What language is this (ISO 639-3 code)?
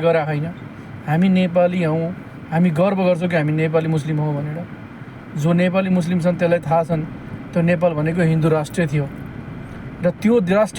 nep